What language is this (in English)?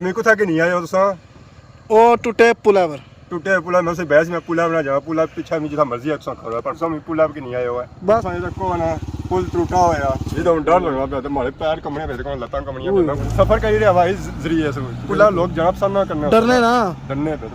Pahari-Potwari